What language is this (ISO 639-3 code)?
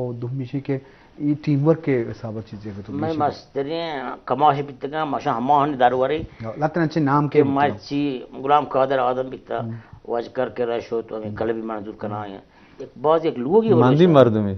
bal